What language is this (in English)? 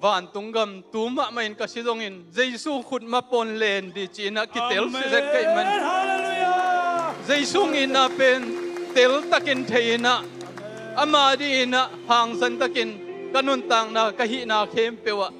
Tedim Chin